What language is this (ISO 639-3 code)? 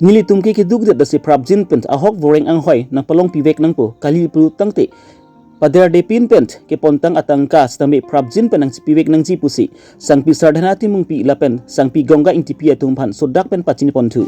mjw